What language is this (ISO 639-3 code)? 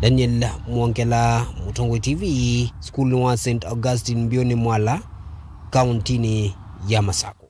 kam